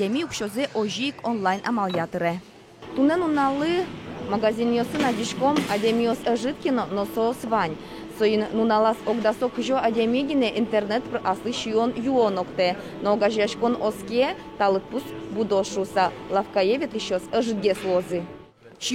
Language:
Udmurt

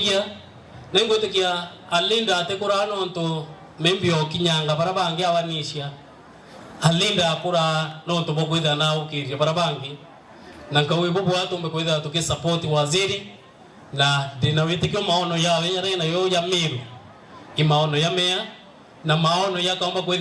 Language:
Meru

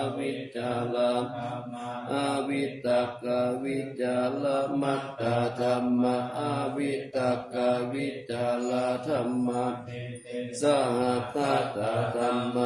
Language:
Pali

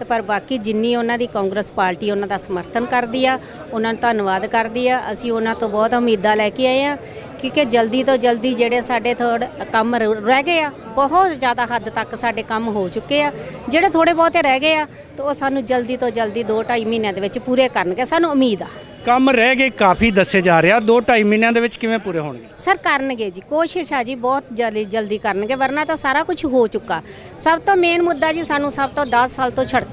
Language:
Punjabi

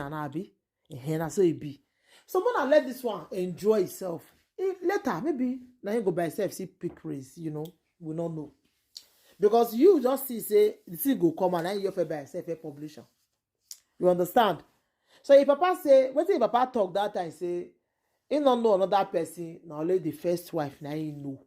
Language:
Nigerian Pidgin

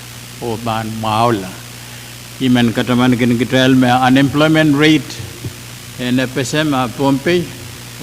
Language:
Pohnpeian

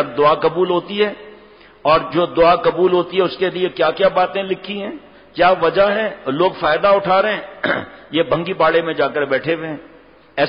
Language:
Urdu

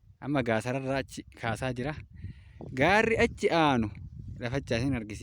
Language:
Oromo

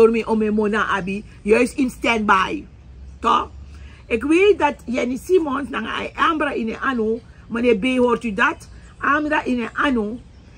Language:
Sranan Tongo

